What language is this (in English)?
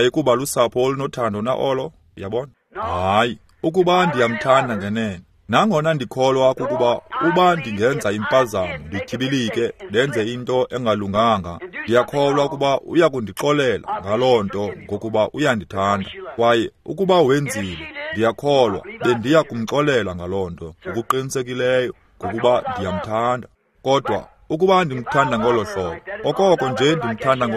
Xhosa